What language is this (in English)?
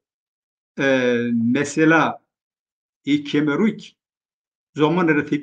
Zaza